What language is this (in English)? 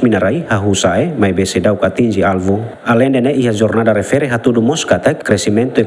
Tetum